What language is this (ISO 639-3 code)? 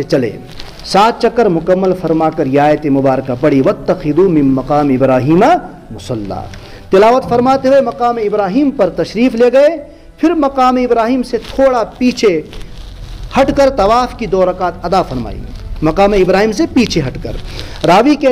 urd